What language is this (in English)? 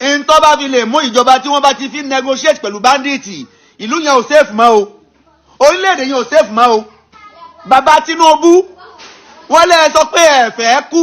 Yoruba